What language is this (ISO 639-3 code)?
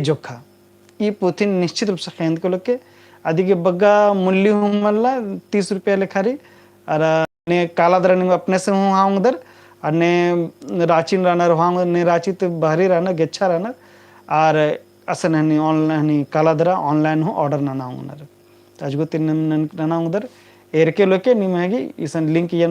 kru